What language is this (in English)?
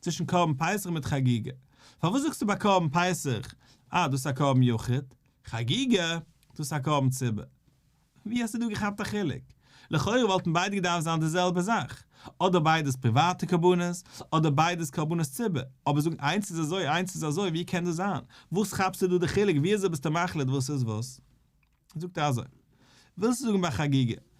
Yiddish